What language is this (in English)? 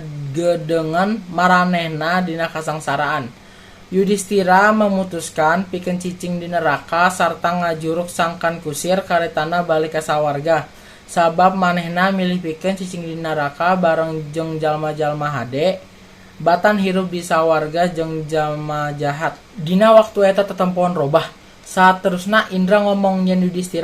Sundanese